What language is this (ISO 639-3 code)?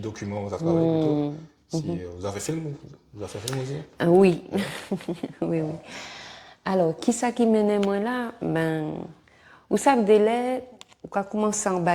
gcf